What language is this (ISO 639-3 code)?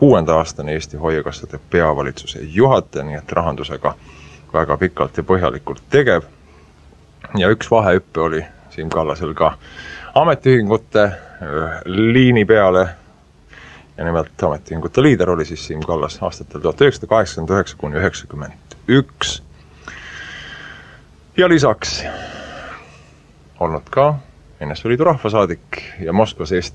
est